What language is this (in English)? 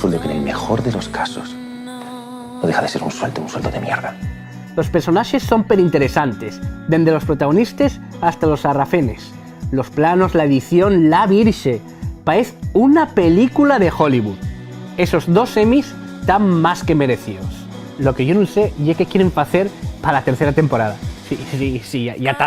Asturian